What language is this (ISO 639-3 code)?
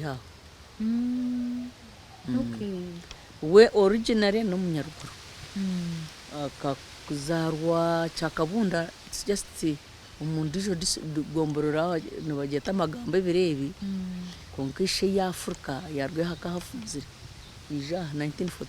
nyn